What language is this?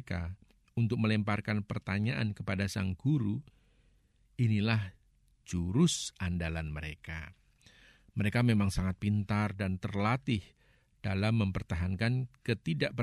Indonesian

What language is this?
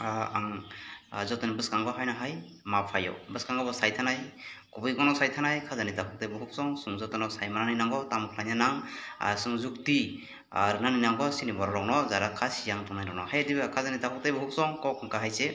Kok Borok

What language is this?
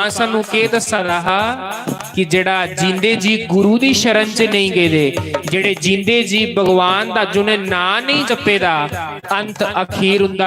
Dogri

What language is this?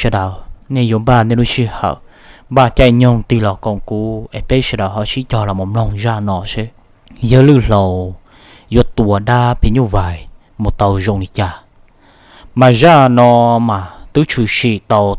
Hmong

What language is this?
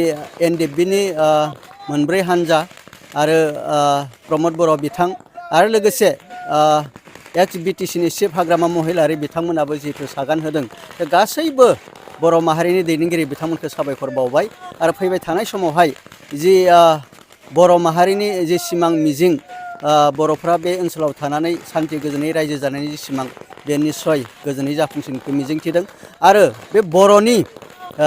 Bodo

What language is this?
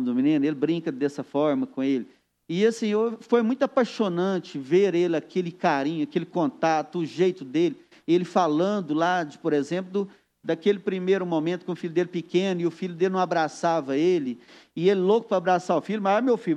Portuguese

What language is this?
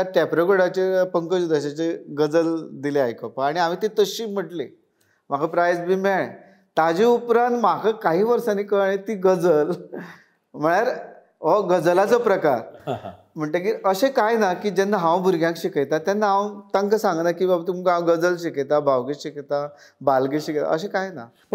Konkani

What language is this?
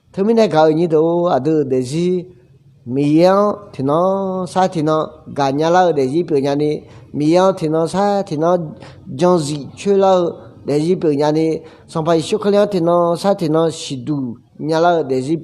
Akha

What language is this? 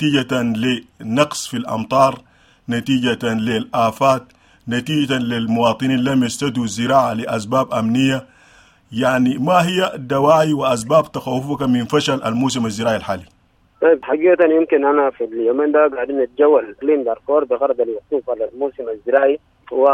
Sudanese Arabic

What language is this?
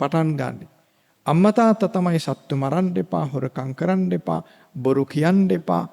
Sinhala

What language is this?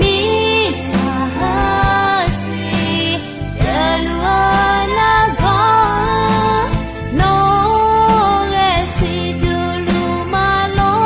Akha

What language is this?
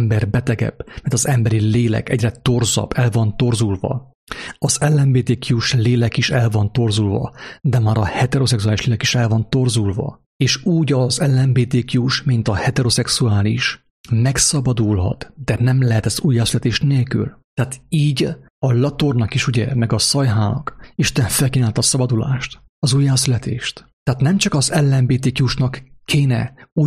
Hungarian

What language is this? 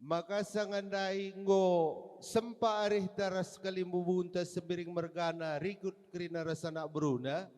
Batak Karo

